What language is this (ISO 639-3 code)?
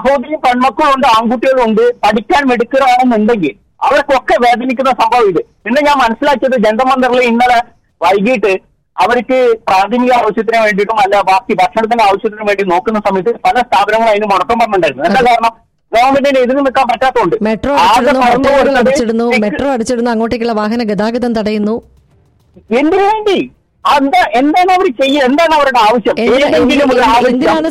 mal